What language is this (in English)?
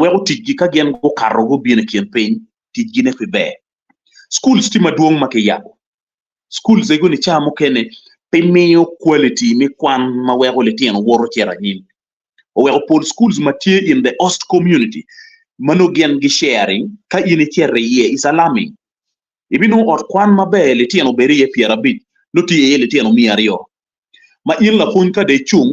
Acoli